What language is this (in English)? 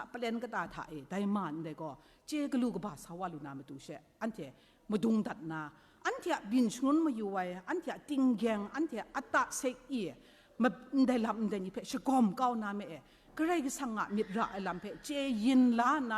Kachin